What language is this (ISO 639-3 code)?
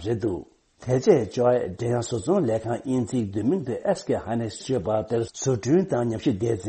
bod